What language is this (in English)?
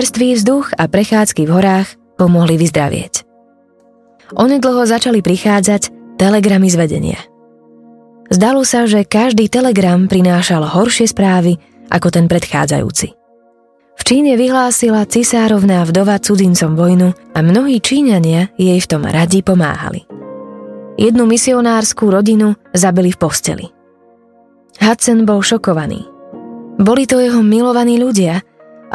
Slovak